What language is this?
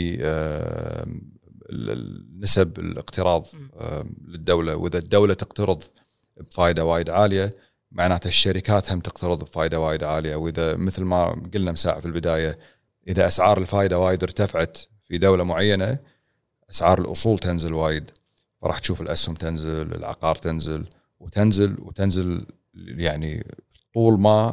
Gulf Arabic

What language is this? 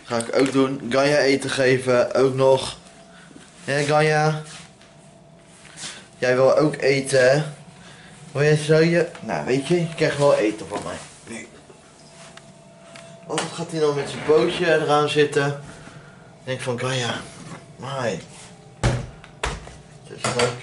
Dutch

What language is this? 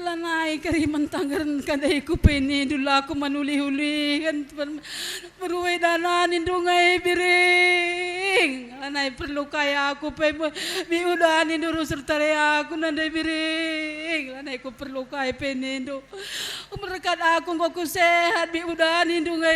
Batak Karo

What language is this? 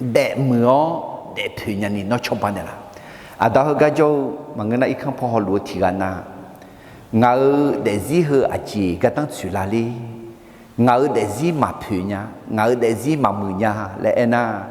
Akha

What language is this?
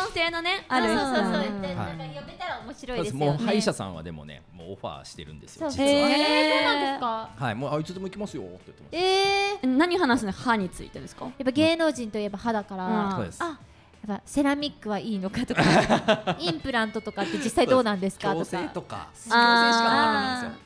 Japanese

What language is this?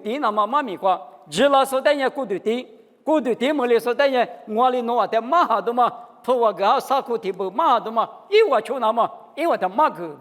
Lisu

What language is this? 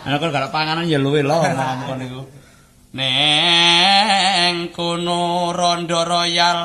Javanese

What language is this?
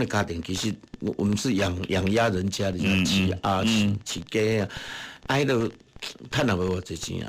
Min Nan Chinese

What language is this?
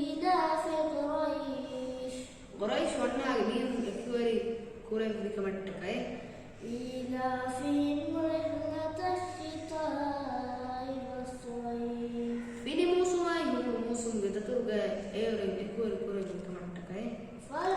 Divehi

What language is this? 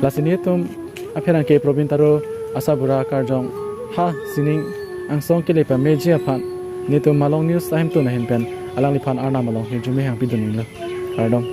Karbi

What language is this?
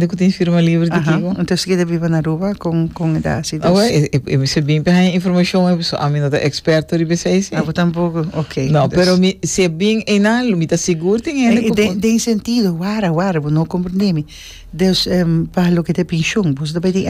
Papiamento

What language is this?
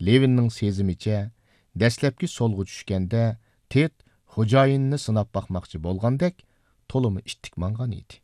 Uyghur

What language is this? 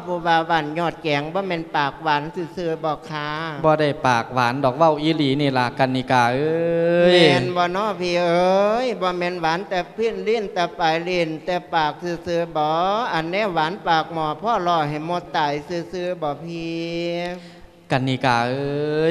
Lao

